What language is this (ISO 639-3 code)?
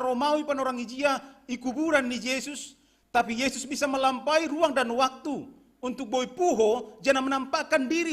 bts